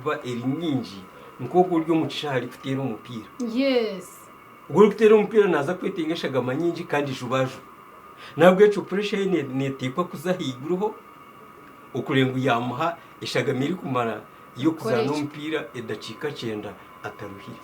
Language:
Nyankole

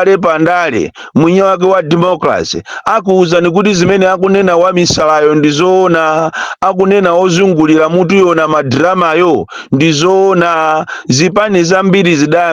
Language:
Nyanja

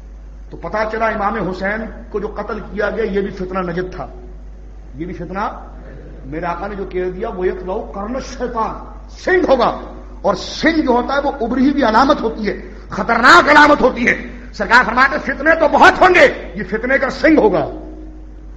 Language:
Urdu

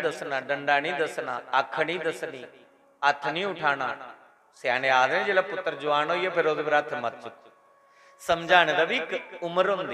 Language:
Dogri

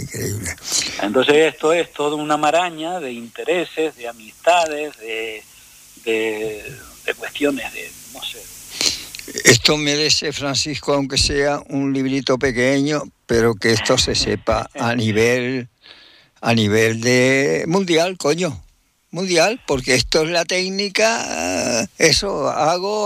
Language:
Spanish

